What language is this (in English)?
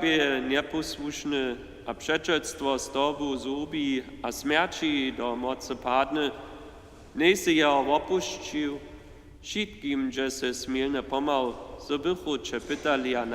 Upper Sorbian